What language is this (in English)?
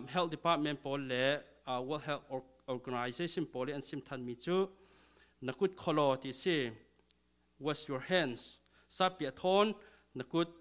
Falam Chin